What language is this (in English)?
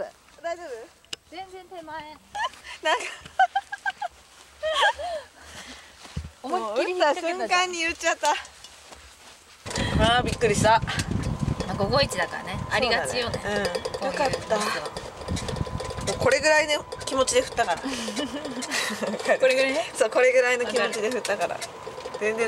Japanese